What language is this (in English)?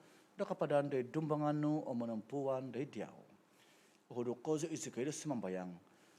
Central Dusun